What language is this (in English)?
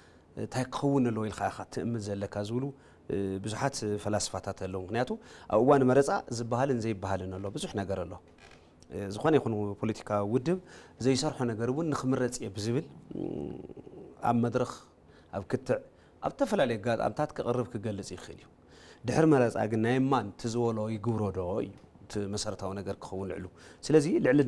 Tigrinya